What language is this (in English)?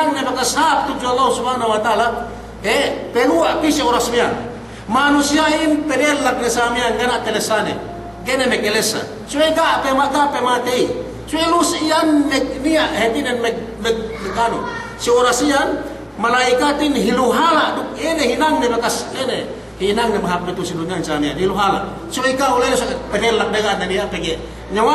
Yakan